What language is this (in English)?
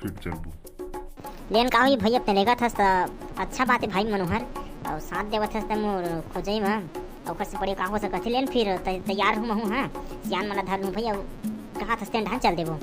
Chhattisgarhi